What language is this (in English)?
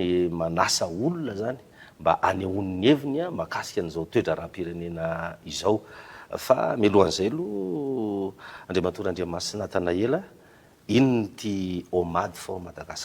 Malagasy